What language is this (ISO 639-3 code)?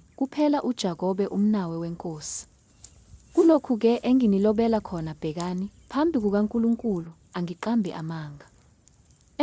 zul